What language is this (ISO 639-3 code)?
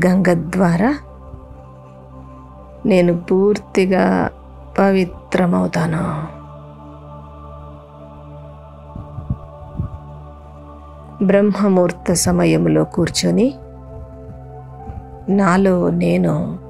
tel